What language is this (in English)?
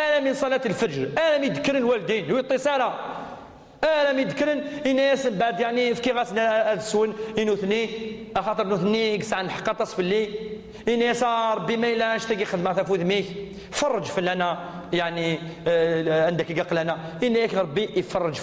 Kabyle